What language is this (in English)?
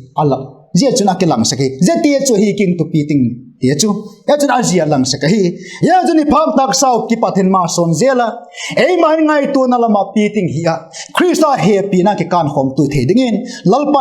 Vaiphei